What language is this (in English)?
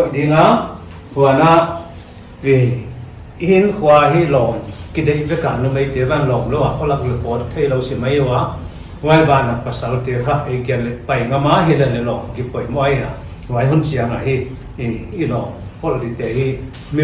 Paite Chin